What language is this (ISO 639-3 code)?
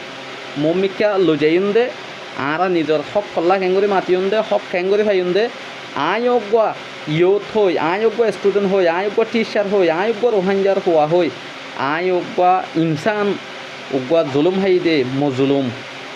rhg